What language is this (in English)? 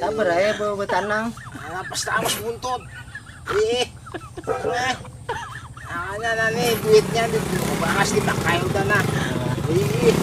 Banjar